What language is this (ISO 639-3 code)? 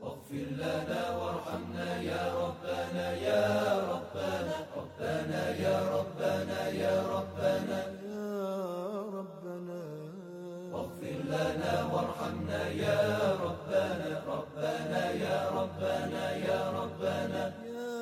aze